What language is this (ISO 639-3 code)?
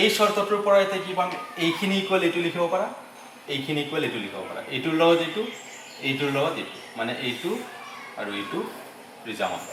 asm